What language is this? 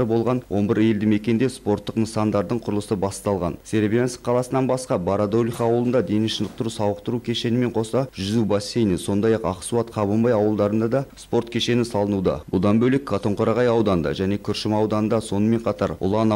Kazakh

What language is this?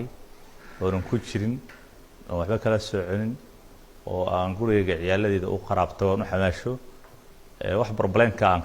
Somali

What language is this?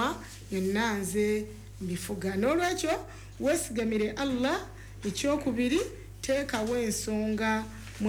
Ganda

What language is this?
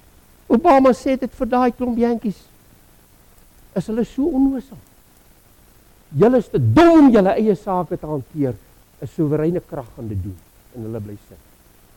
Afrikaans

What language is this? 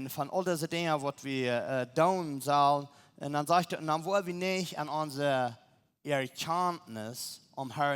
Plautdietsch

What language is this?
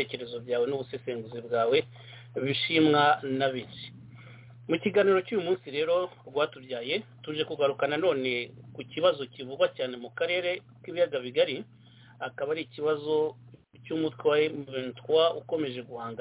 Kinyarwanda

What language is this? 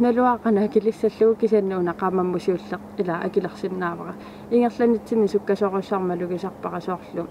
Kalaallisut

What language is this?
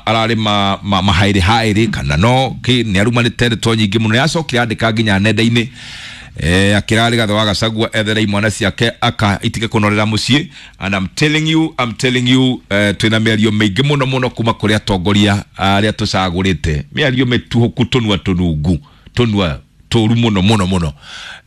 Kikuyu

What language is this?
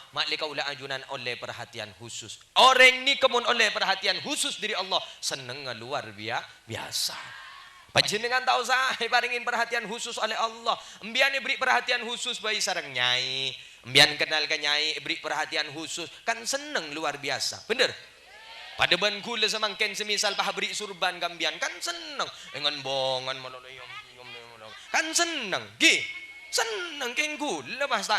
Madurese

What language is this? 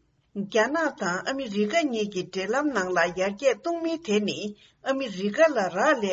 Tibetan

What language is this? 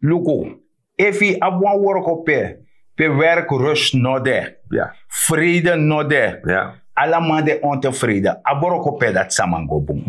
Sranan Tongo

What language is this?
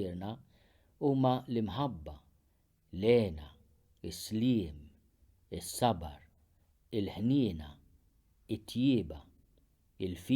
Maltese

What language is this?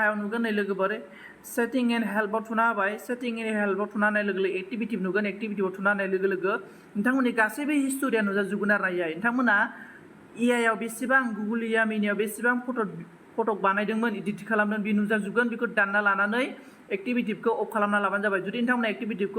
Bodo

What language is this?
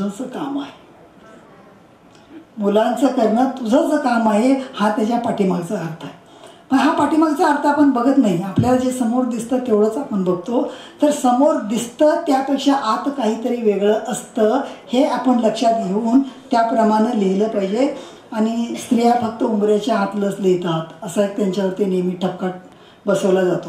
Marathi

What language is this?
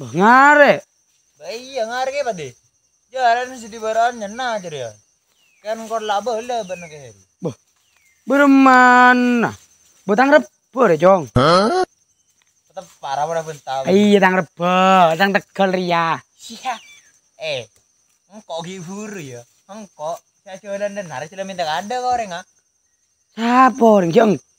Madurese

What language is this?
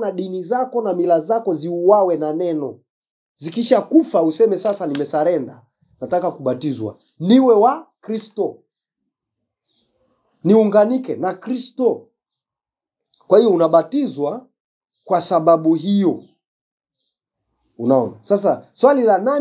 Swahili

